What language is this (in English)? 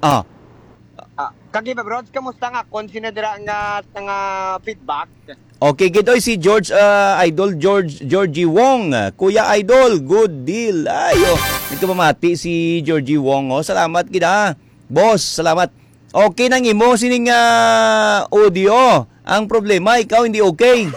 Hiligaynon